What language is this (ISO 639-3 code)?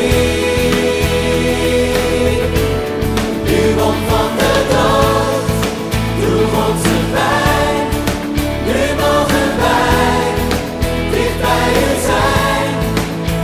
nld